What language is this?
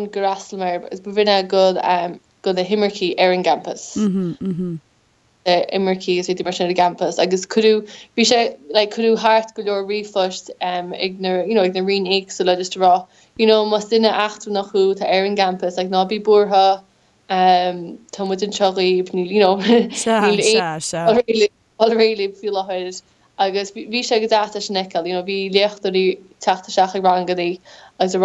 Irish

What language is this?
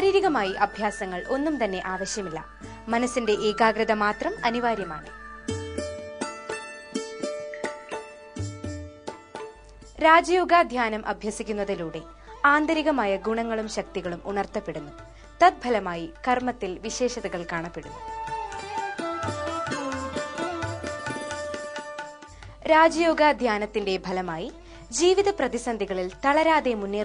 Malayalam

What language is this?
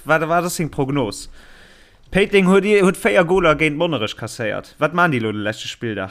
Luxembourgish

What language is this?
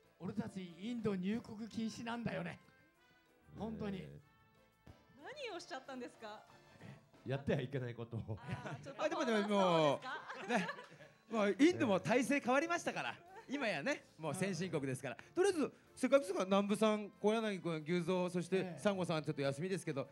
Japanese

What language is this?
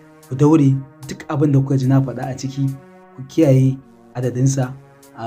Hausa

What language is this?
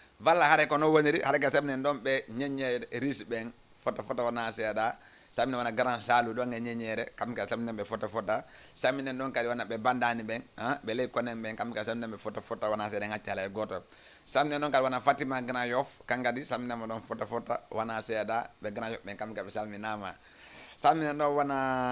Fula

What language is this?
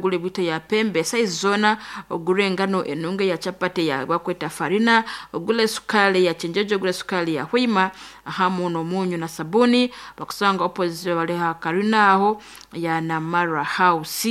Nyankole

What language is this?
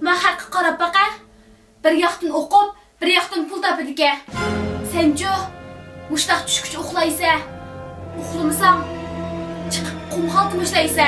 Uyghur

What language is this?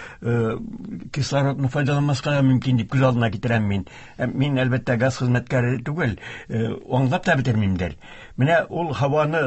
Tatar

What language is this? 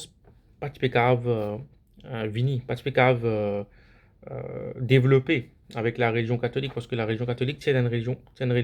Morisyen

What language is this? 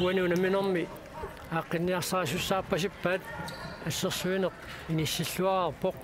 Kalaallisut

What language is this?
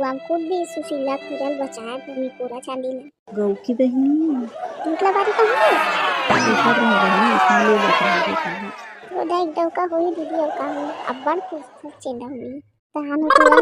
Chhattisgarhi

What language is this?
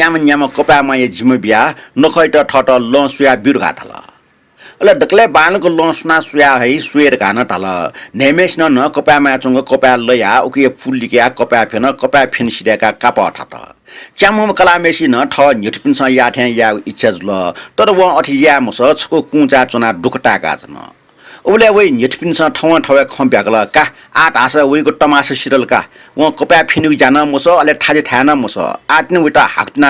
Newari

